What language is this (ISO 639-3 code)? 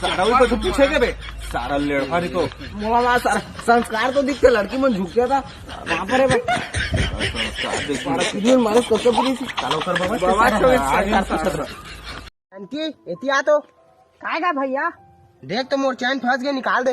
hne